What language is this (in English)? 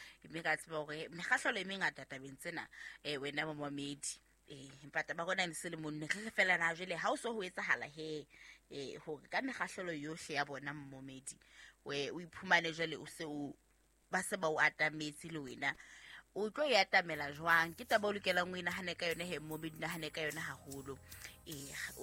Southern Sotho